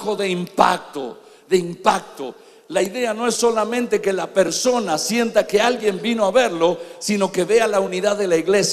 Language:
Spanish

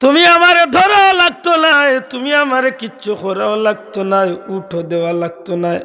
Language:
Sylheti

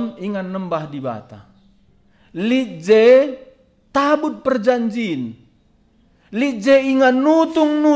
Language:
Batak Karo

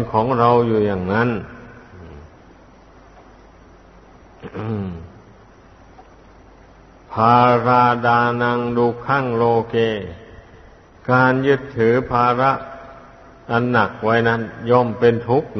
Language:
Thai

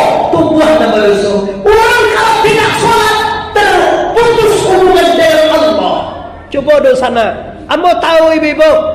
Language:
Minangkabau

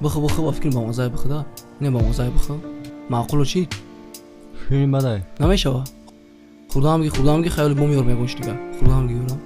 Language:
Tajik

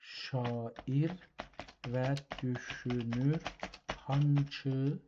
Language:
South Azerbaijani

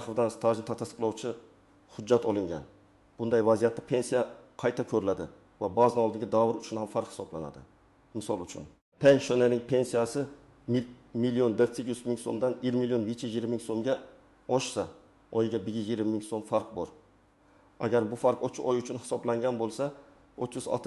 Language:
Uzbek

